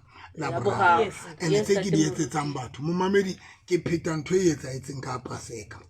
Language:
Southern Sotho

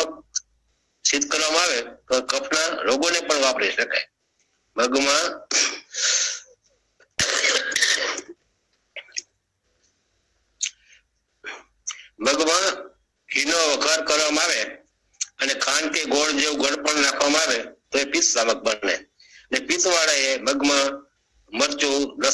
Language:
Gujarati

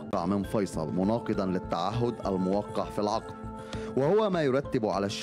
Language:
Arabic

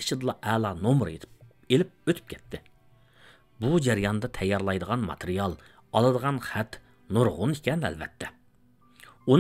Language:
Uyghur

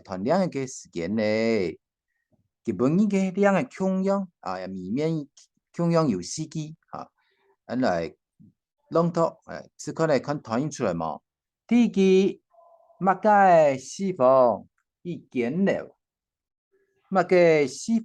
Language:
Hakka Chinese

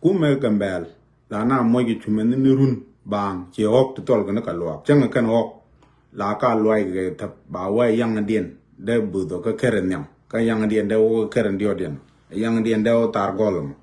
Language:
Nuer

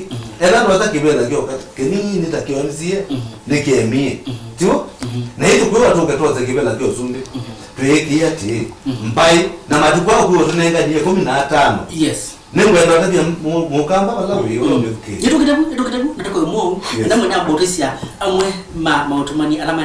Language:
Kamba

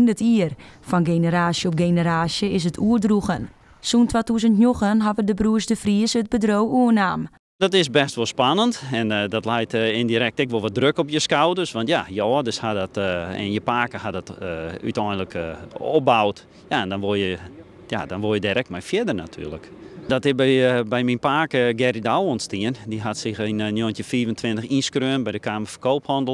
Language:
Western Frisian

